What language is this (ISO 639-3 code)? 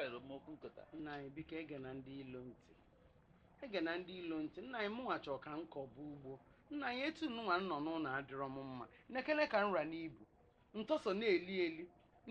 ibo